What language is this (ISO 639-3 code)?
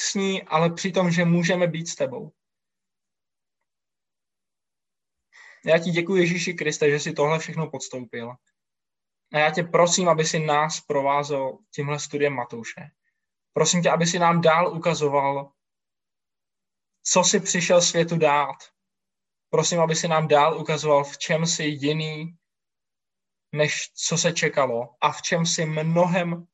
ces